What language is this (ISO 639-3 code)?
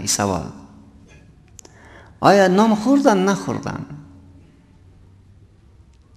fas